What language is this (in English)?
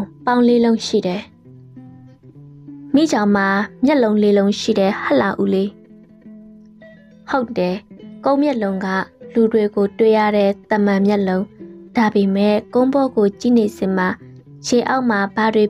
Burmese